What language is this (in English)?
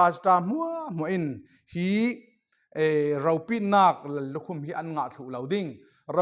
Falam Chin